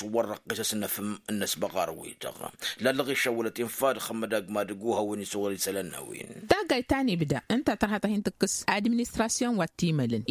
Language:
Tamasheq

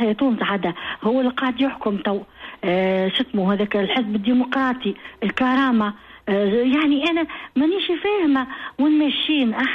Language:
Tunisian Arabic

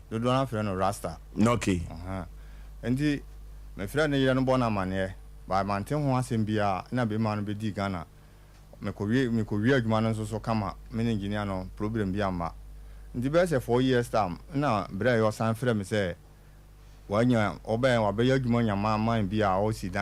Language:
Akan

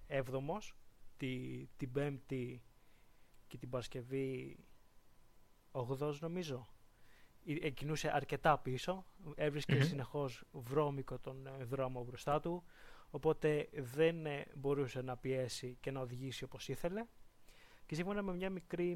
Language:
Greek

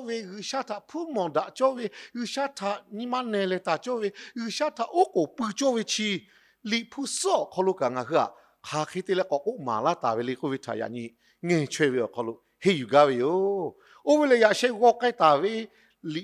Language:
Lahu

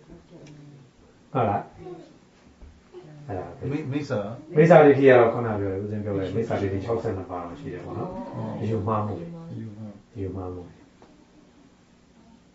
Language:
Burmese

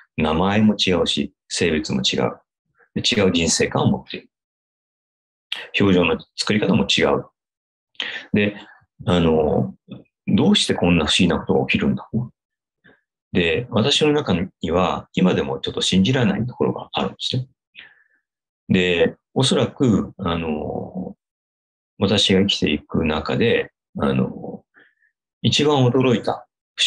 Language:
Japanese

